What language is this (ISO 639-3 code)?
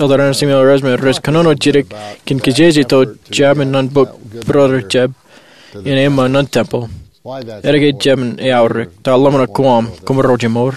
mah